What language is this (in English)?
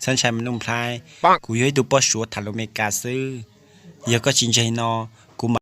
Hmong